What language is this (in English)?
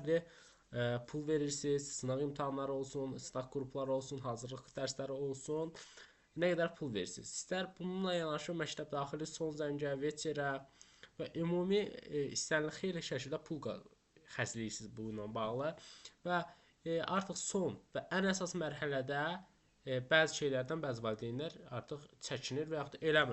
Azerbaijani